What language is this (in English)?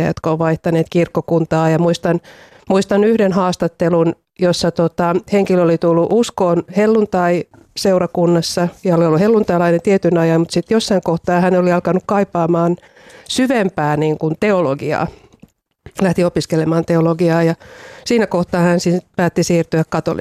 Finnish